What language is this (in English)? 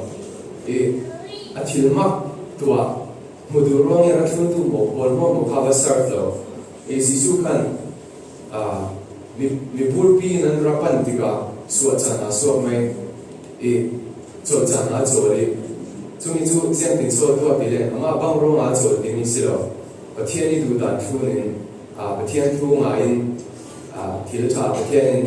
Falam Chin